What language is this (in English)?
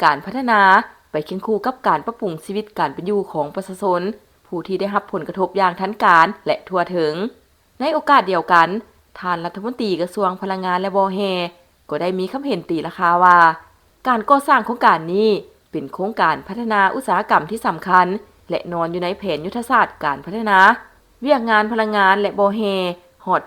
Lao